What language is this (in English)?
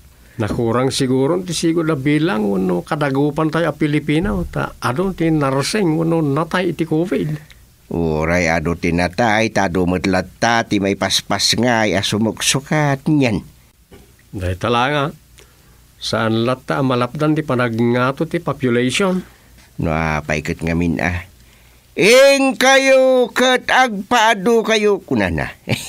Iloko